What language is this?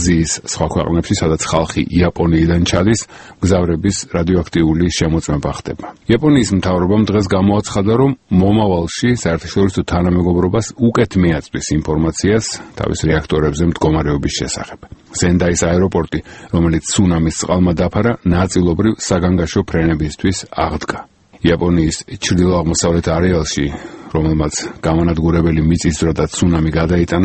Georgian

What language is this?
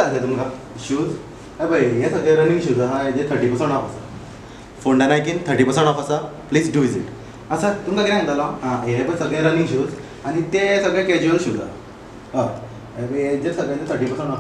Konkani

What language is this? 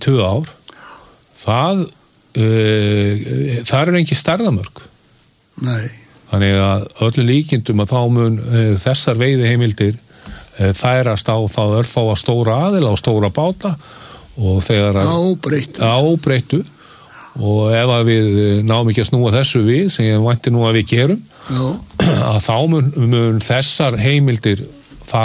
Icelandic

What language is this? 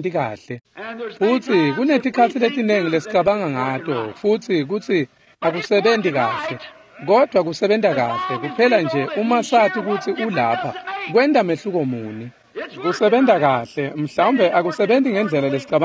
Swati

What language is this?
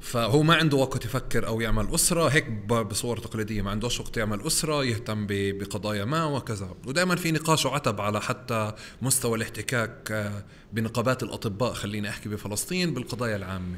North Levantine Arabic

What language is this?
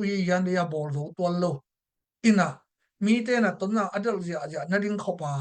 Tedim Chin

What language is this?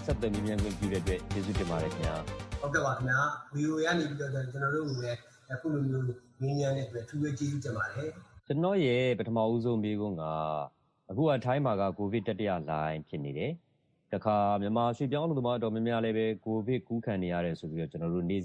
Burmese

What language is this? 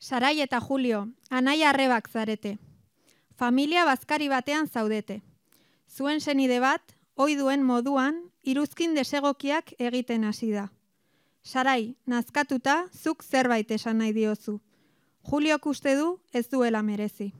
Basque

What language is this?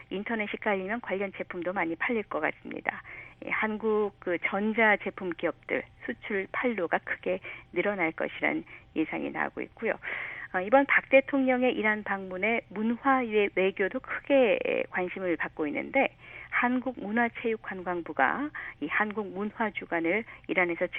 Korean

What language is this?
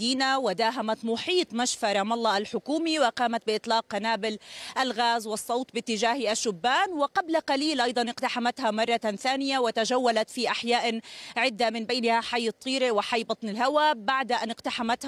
Arabic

